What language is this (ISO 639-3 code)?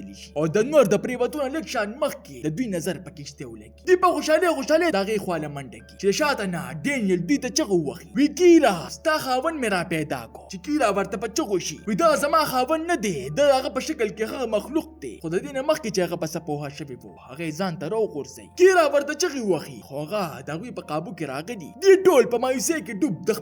pus